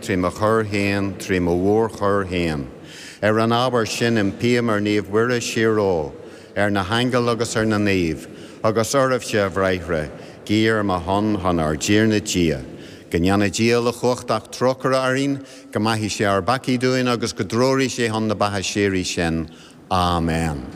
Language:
Irish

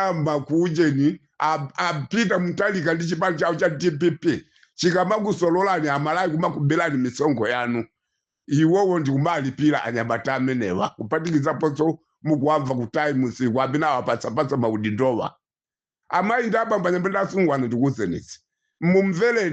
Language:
Nyanja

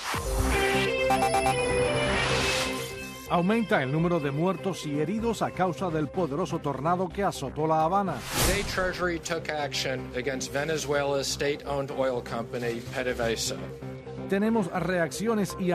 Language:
Spanish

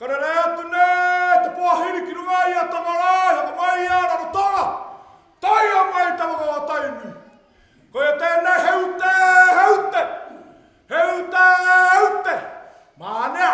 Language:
Māori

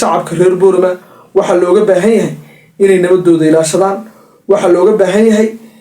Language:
Somali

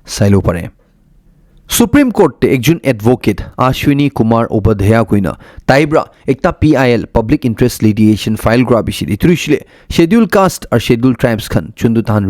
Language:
Naga Pidgin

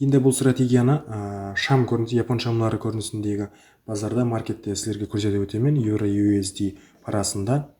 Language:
Kara-Kalpak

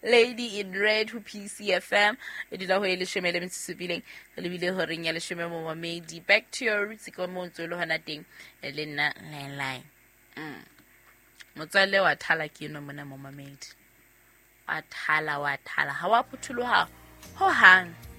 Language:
Southern Sotho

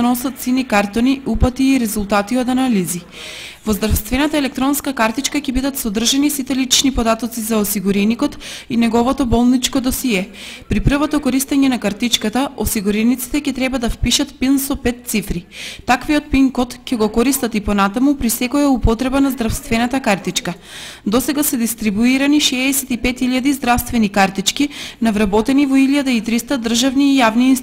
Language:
Macedonian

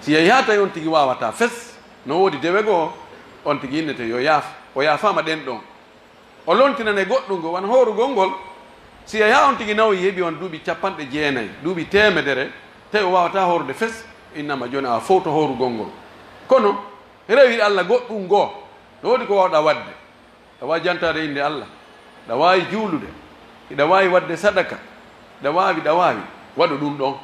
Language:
Pular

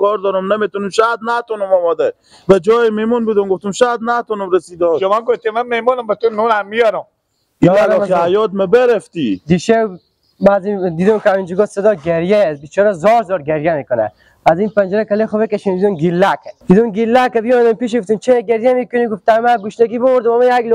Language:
Persian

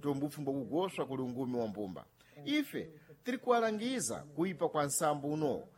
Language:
Sena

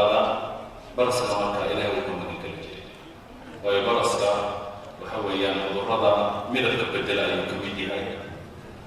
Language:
Somali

